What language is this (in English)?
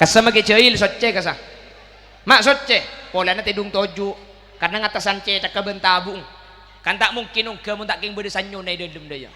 Madurese